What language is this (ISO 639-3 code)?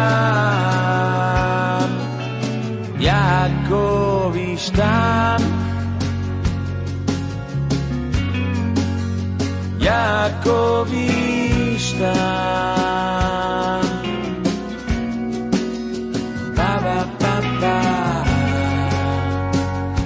heb